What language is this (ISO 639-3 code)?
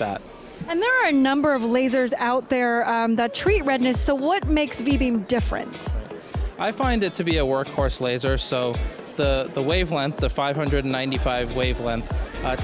eng